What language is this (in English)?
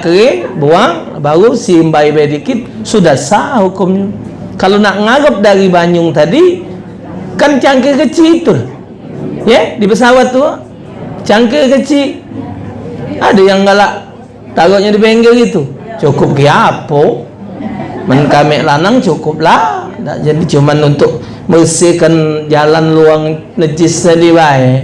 Musi